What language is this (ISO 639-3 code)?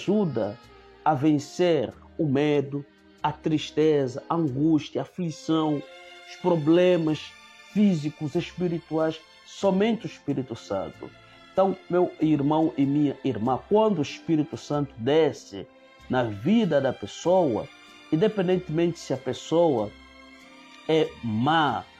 por